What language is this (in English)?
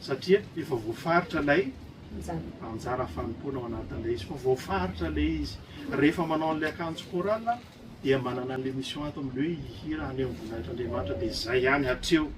Malagasy